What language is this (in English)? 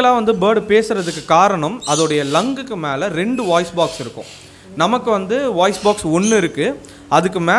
Tamil